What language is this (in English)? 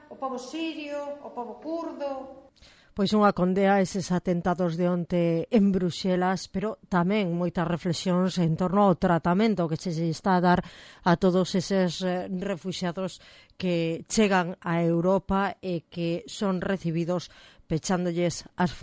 Galician